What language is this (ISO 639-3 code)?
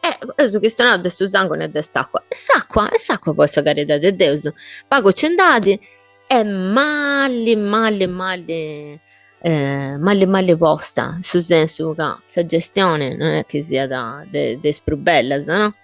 srd